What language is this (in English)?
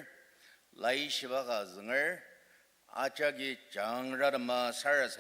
Ao Naga